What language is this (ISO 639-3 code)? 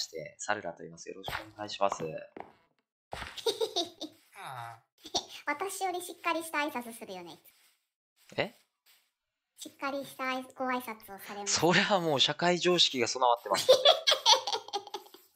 jpn